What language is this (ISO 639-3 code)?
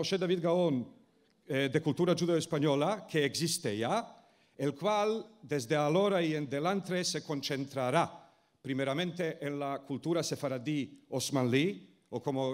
lad